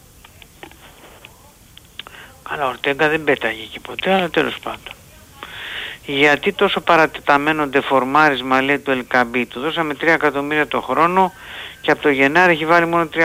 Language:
Greek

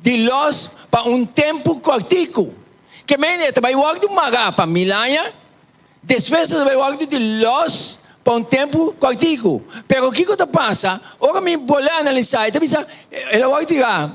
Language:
Papiamento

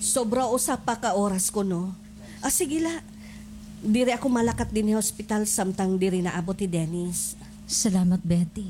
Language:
Waray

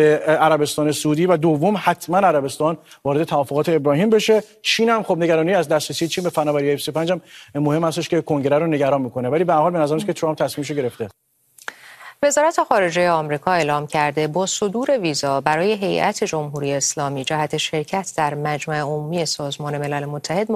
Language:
Persian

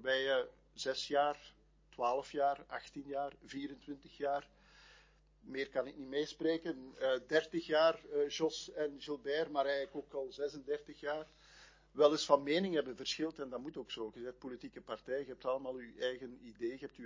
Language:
Dutch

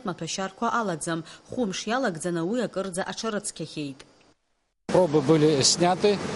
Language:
Abkhazian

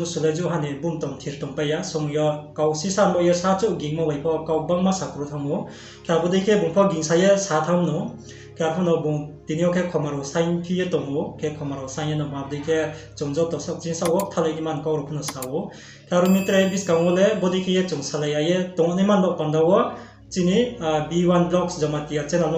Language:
Riang (India)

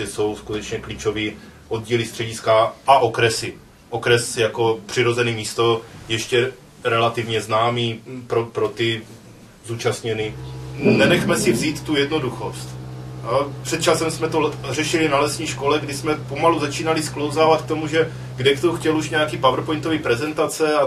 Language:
Czech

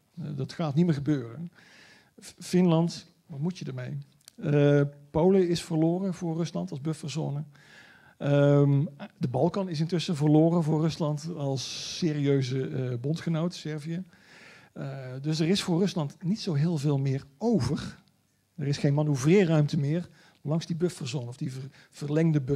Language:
Dutch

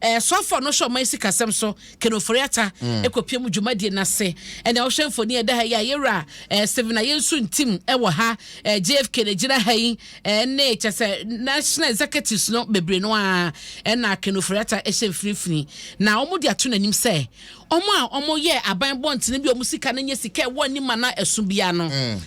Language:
Akan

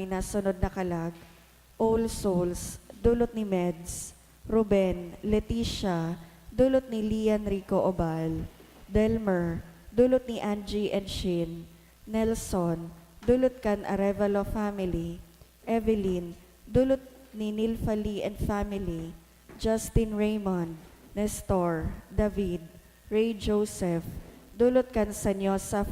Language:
Bikol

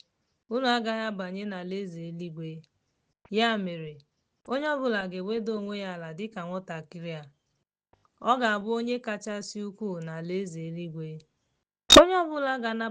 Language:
Igbo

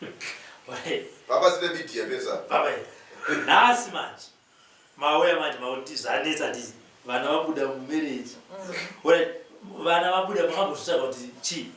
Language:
Shona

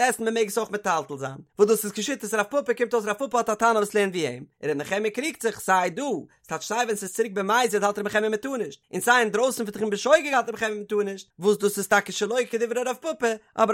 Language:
Yiddish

